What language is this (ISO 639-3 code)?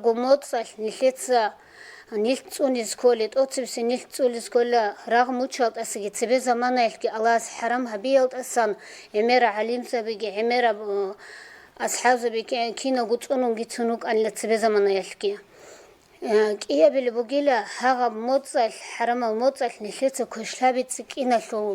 ava